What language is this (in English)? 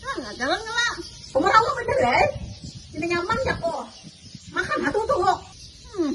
Banjar